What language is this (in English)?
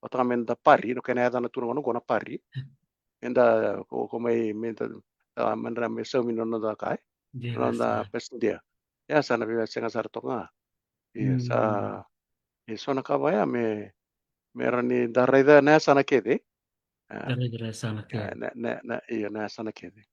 Fijian